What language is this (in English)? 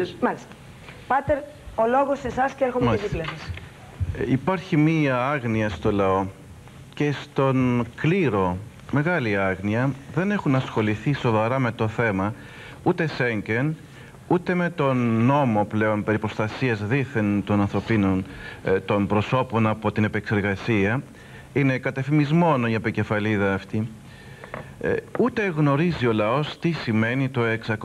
Greek